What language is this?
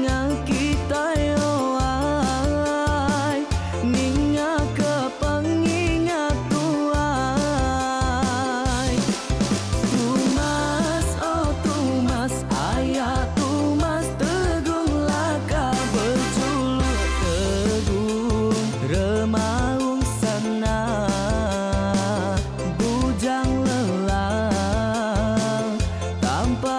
Iban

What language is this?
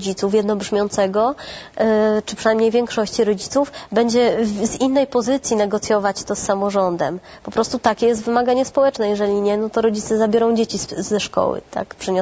Polish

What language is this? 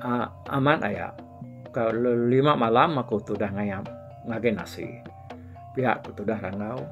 Iban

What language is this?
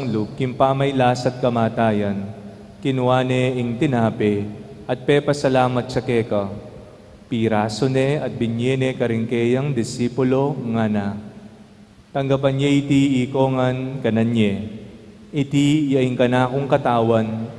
Pampanga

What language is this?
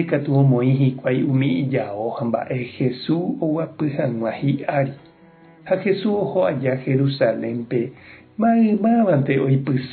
Guarani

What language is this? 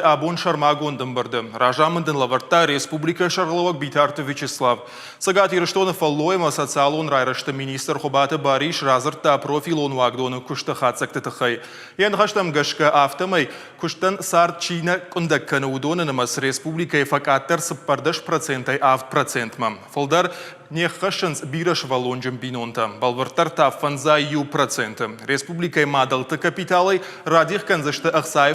Ossetic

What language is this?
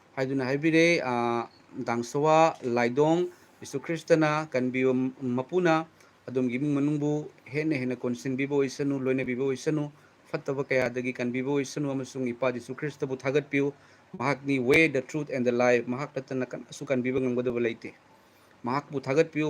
Manipuri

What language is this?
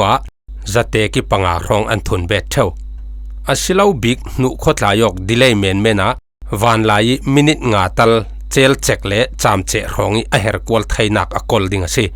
Falam Chin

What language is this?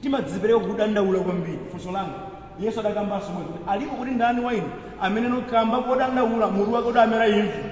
Nyanja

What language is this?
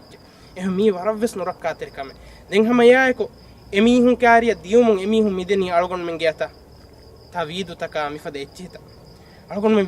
Divehi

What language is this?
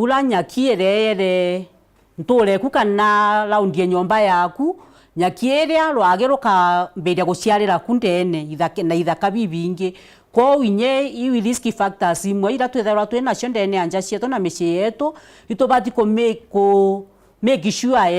Meru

